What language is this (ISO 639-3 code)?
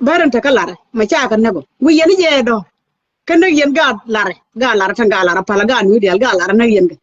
nus